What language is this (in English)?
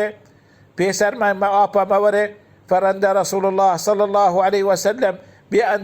Baluchi